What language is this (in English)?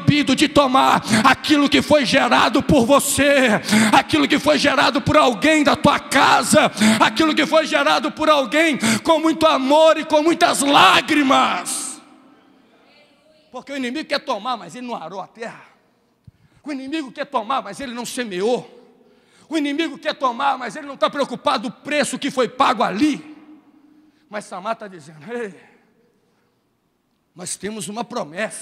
Portuguese